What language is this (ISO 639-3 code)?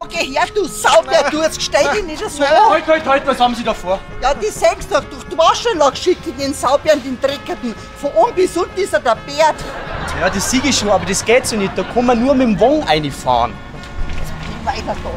bar